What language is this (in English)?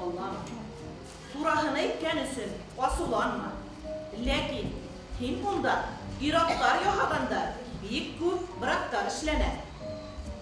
Bashkir